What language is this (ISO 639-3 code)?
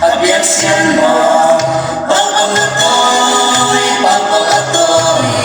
ctd